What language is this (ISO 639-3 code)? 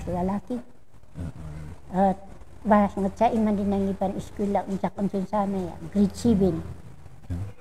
kne